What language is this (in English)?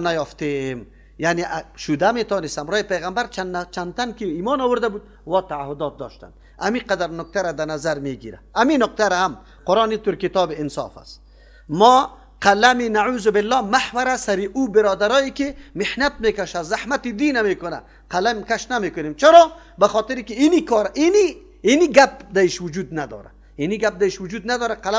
Persian